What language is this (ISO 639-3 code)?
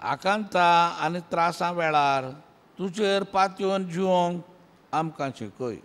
kok